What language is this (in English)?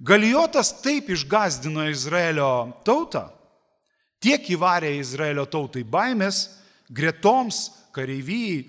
Lithuanian